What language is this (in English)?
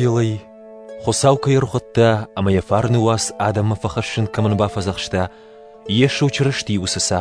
Ossetic